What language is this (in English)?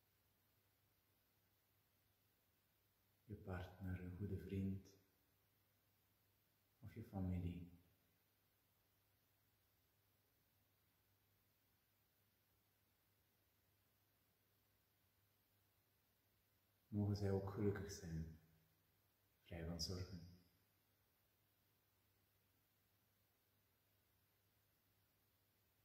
Dutch